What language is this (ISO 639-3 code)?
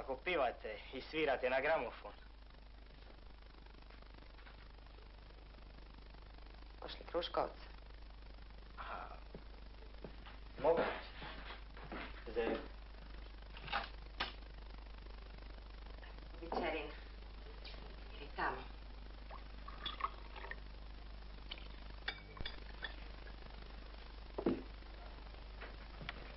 hrv